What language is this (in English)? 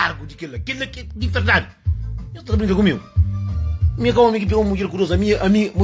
Kabuverdianu